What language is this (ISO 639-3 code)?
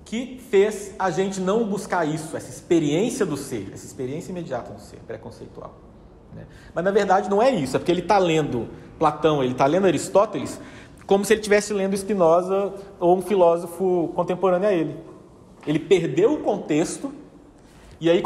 por